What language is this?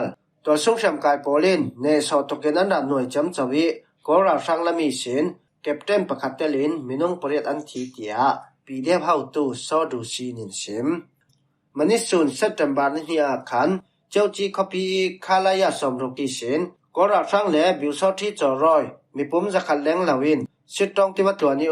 Falam Chin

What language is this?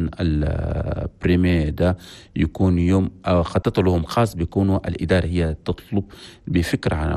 Chadian Arabic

